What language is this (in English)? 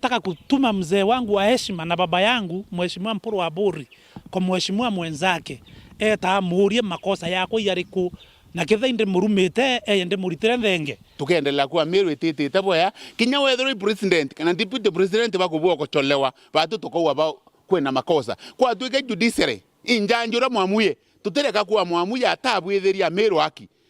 Meru